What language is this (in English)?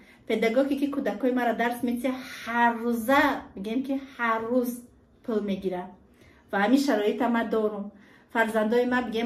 Tajik